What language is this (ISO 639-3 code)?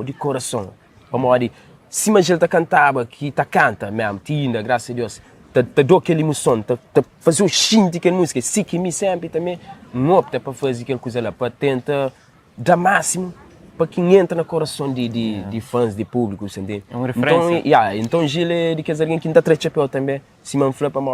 kea